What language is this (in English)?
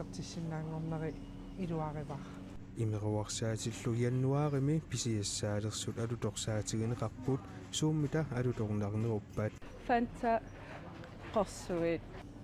Kalaallisut